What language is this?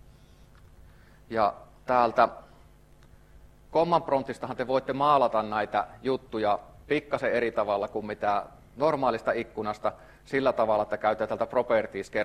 Finnish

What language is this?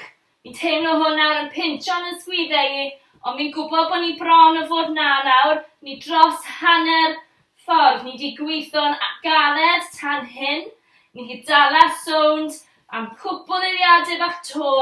Welsh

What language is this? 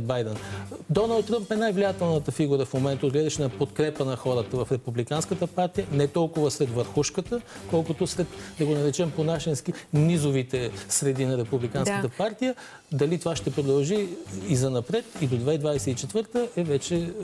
Bulgarian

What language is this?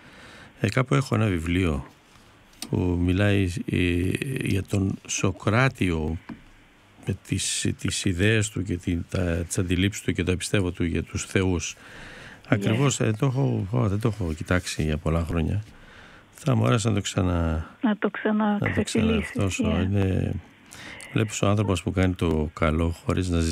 Greek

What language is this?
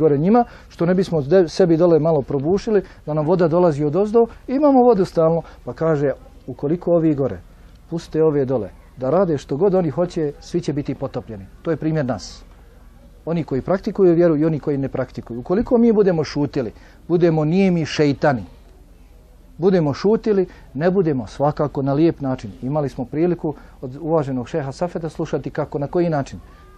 Bosnian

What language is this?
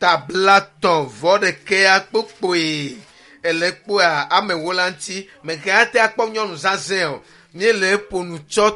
Ewe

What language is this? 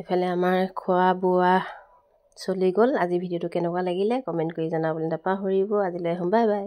Assamese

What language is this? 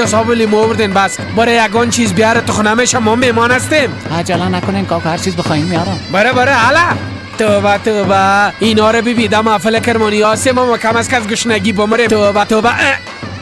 Persian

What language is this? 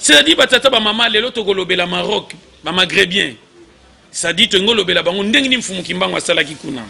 Lingala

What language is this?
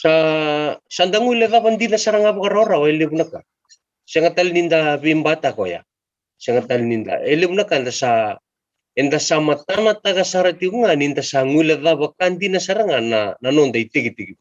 Fijian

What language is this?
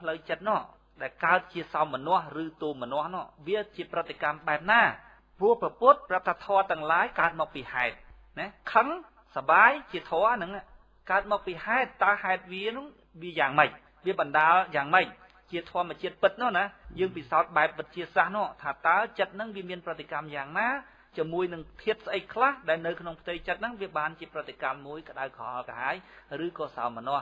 Khmer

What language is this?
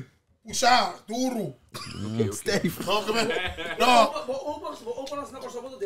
Papiamento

